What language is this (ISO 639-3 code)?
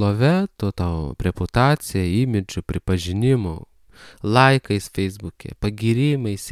lit